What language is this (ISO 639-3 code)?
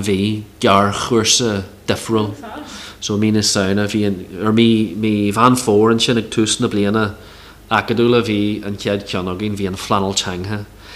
gle